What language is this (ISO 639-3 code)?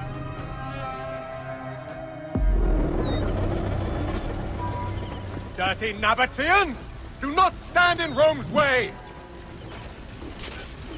eng